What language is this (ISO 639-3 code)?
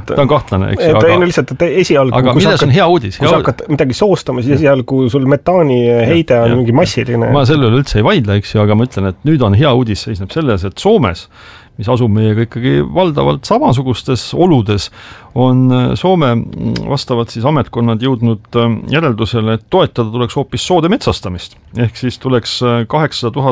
est